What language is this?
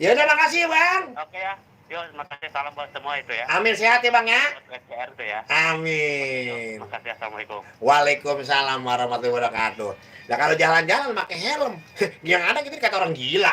Betawi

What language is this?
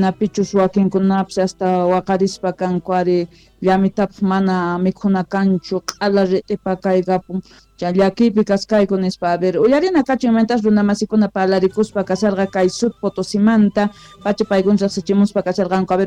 South Bolivian Quechua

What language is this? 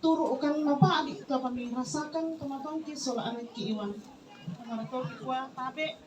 Toraja-Sa'dan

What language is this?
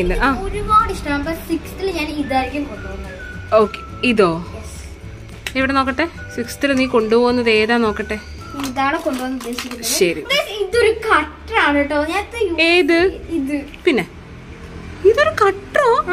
Malayalam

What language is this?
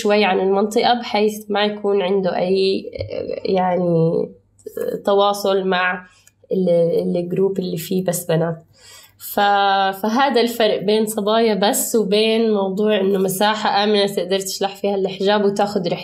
North Levantine Arabic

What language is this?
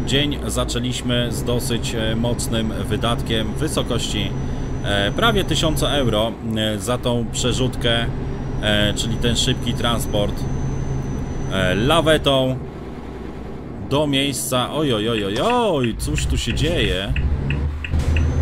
Polish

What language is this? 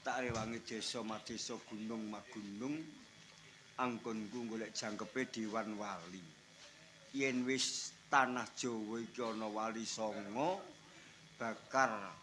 Javanese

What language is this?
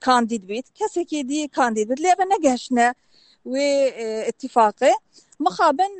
Kurdish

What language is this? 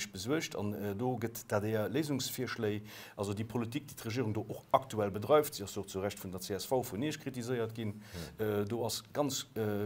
Luxembourgish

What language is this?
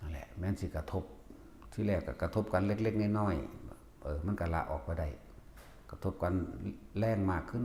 Northeastern Thai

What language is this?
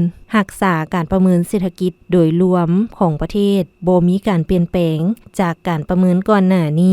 Lao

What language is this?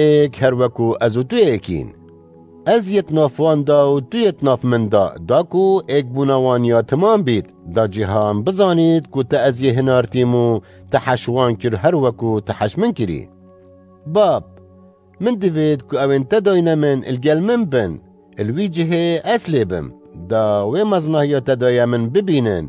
Kurdish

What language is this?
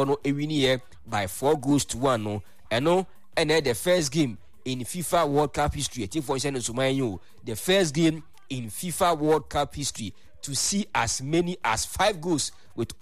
Akan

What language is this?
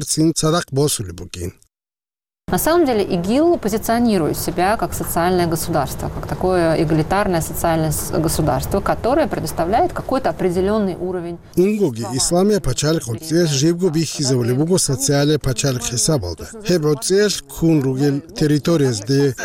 Avaric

